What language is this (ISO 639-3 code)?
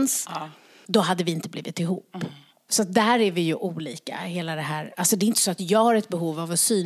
swe